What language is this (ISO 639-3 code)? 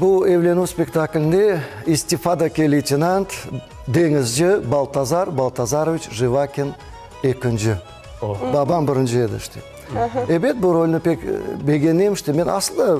crh